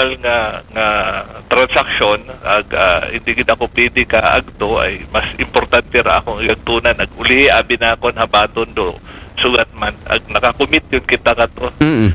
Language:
Aklanon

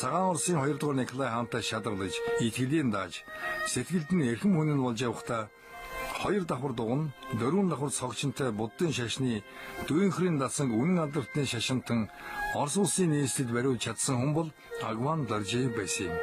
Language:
Mongolian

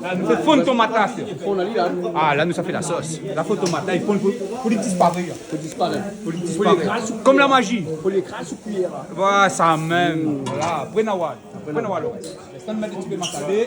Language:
Réunion Creole French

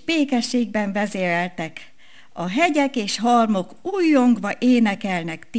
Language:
Hungarian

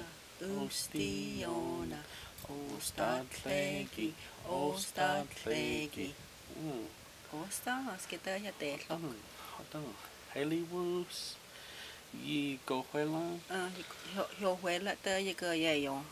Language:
Cherokee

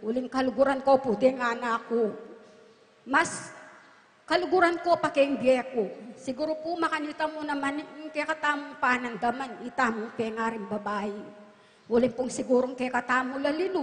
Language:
Pampanga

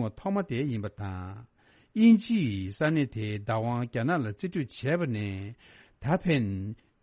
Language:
Tibetan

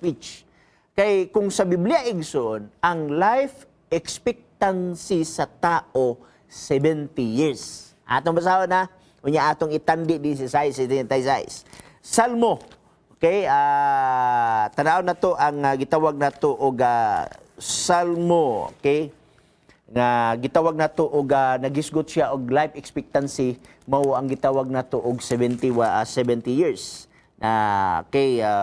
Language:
Cebuano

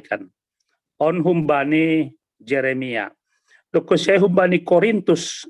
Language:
Batak Simalungun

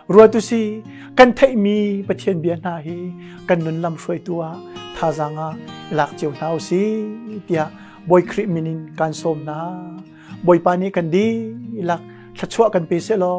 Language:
Hakha Chin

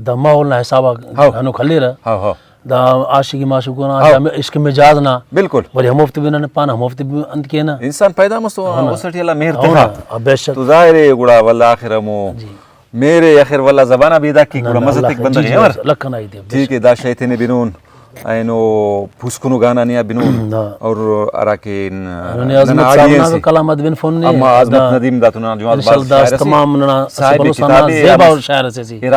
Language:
Brahui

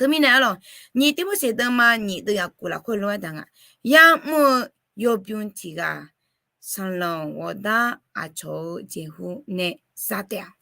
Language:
Akha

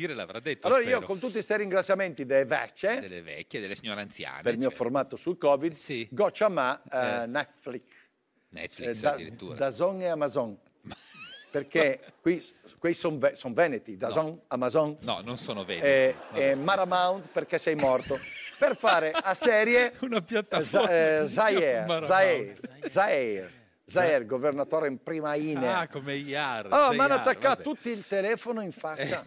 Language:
Italian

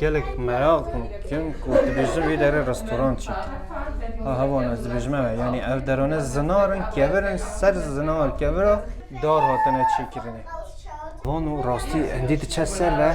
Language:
Kurdish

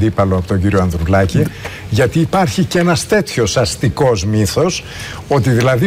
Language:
Greek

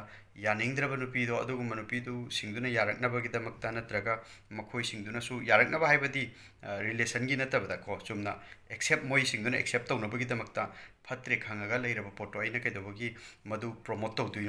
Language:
Manipuri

